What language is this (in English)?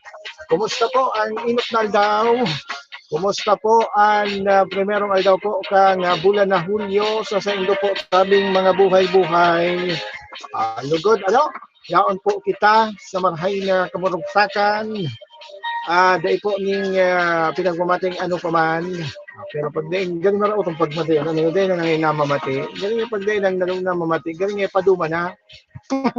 Bikol